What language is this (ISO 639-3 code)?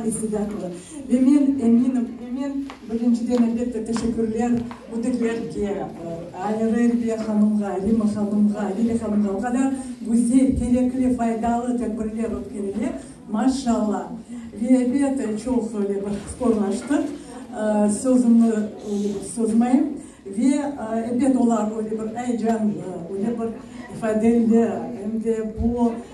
crh